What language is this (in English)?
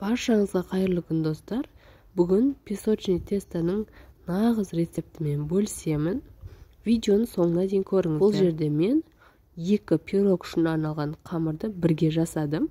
Kyrgyz